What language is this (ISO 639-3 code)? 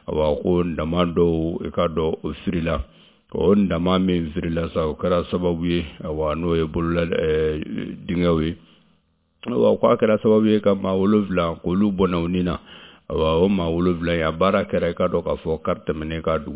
bam